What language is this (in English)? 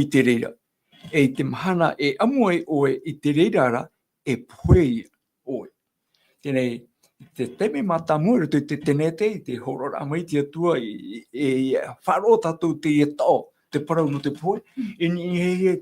Tahitian